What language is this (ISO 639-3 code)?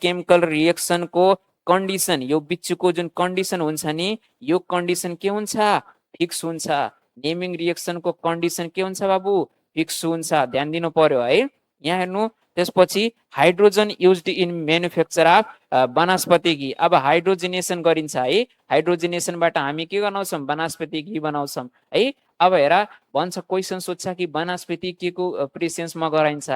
nep